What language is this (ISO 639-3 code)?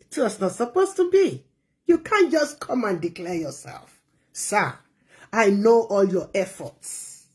yor